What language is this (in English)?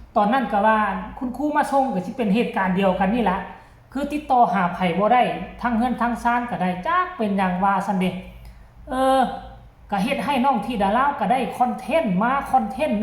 Northeastern Thai